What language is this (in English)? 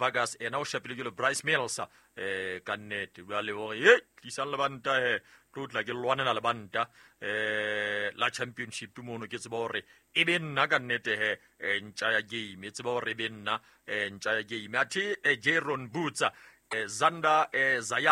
Southern Sotho